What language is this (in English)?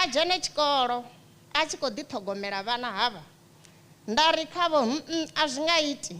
Venda